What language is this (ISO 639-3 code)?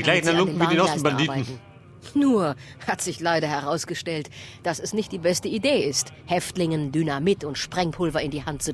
bar